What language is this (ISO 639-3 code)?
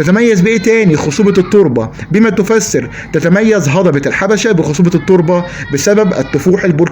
arz